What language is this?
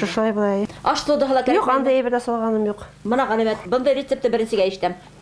Bashkir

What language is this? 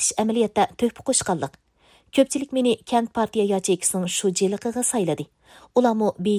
Uyghur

